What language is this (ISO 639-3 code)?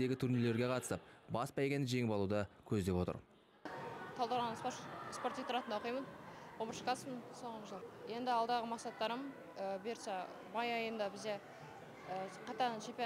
kaz